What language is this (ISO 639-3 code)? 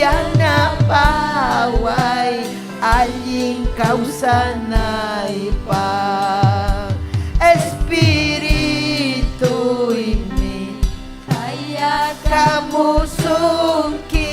quy